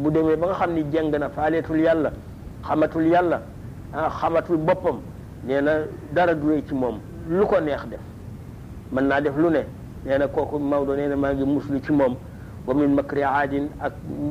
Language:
Wolof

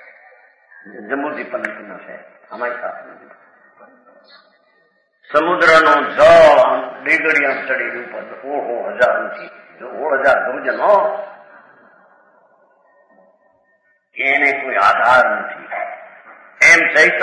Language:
Gujarati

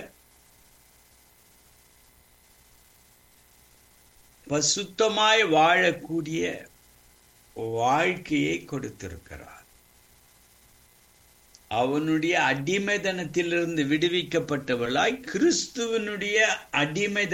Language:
Tamil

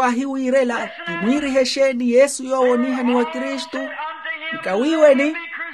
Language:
Makhuwa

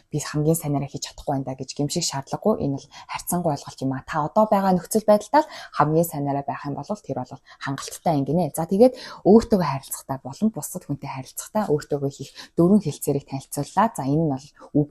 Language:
Mongolian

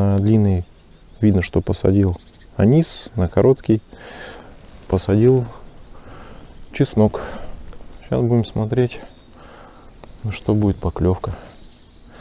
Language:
Russian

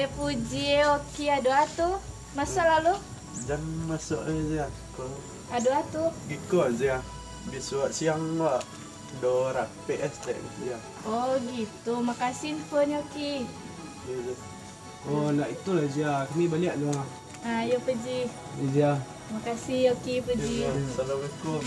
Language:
Minangkabau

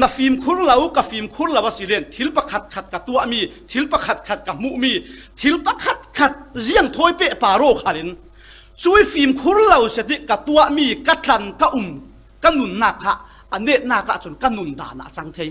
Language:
Falam Chin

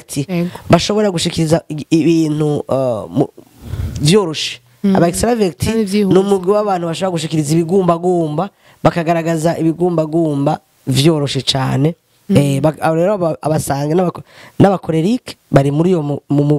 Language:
Rundi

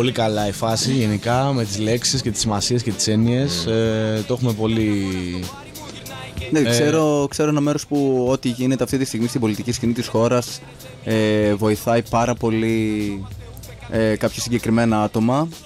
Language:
Greek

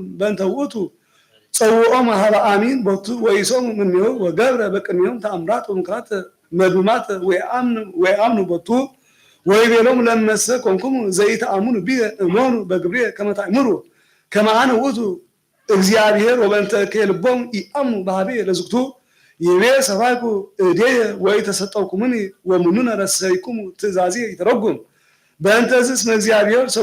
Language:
Geez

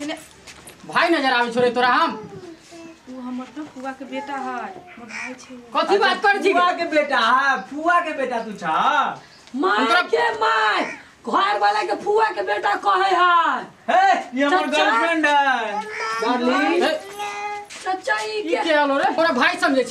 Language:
Maithili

